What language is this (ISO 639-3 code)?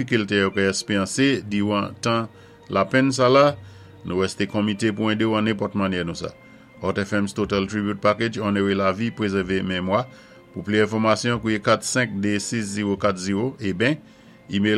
acf